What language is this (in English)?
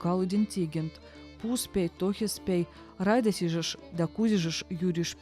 Veps